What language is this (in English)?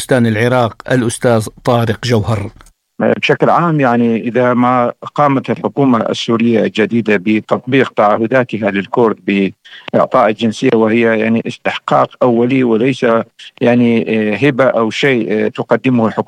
Arabic